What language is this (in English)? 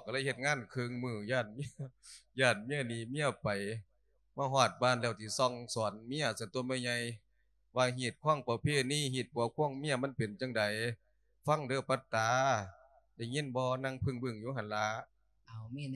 Lao